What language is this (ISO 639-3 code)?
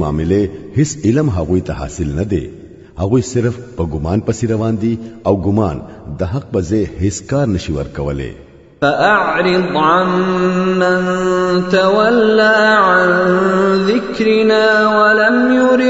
pus